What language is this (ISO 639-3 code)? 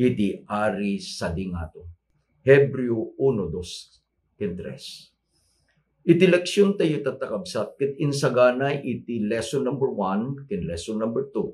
ilo